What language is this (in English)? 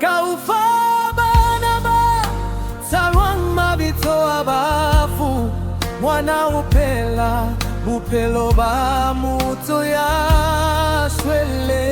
Southern Sotho